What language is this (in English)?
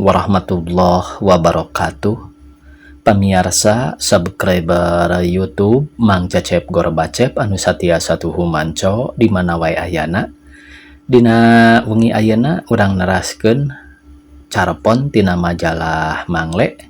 Sundanese